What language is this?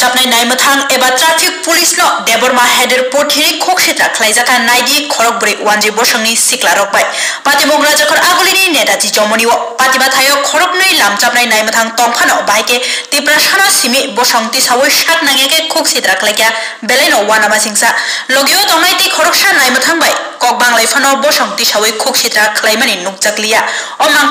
Kok Borok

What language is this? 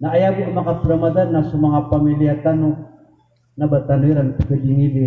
Maranao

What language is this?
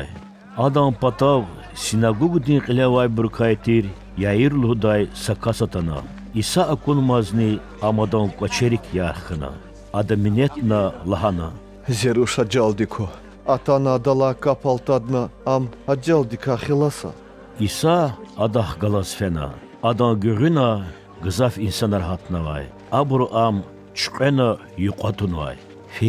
Lezghian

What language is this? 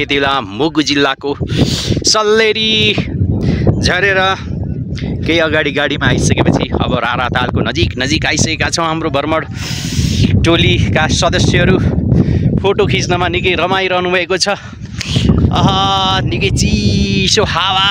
Nepali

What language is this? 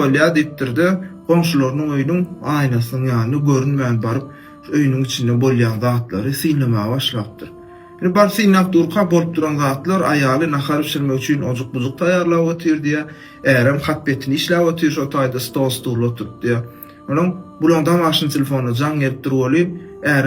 Turkmen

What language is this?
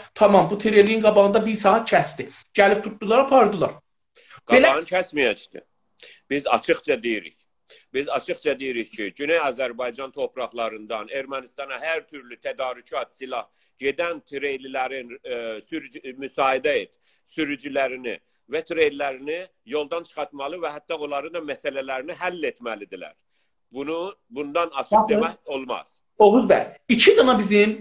South Azerbaijani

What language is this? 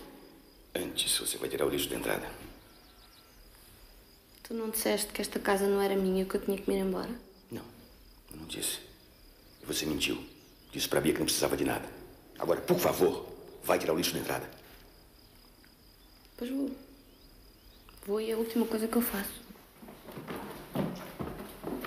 Portuguese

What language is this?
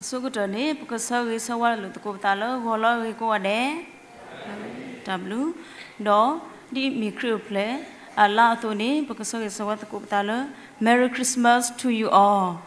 S'gaw Karen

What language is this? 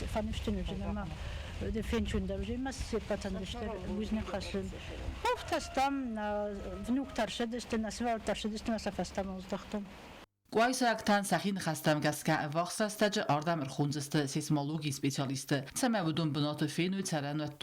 Ossetic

